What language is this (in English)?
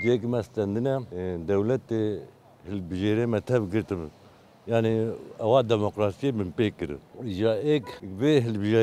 Kurdish